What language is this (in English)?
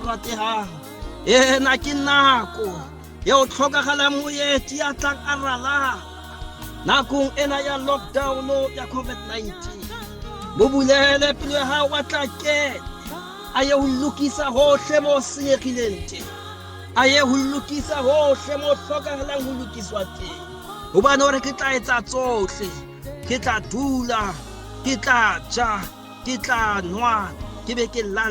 Southern Sotho